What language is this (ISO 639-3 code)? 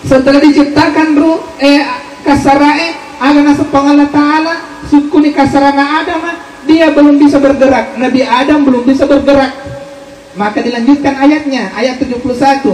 bug